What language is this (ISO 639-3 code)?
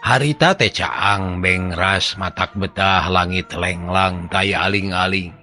sun